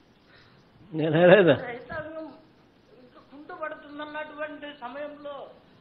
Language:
Telugu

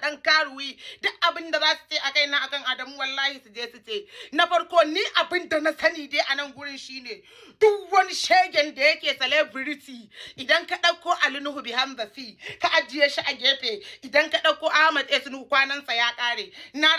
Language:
Hausa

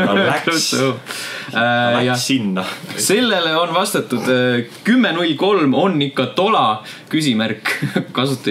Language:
Estonian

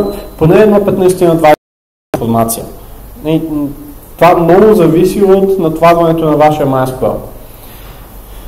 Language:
Bulgarian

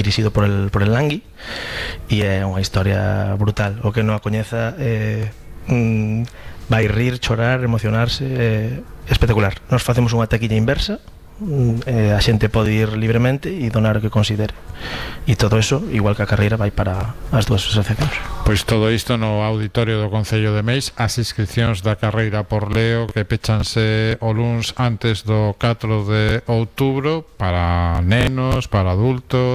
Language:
Galician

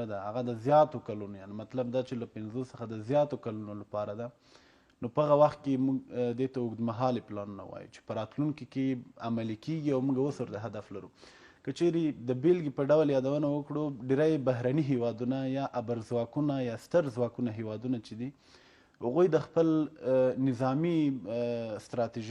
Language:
Pashto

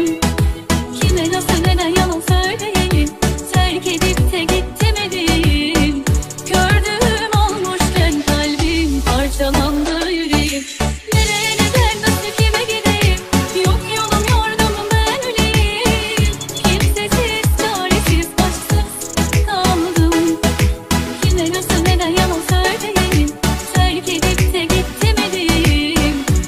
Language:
Turkish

